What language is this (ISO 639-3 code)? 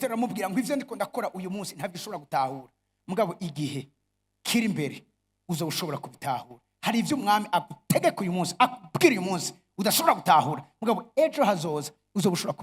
run